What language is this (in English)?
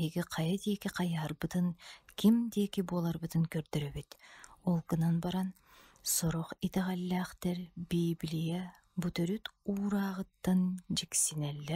Yakut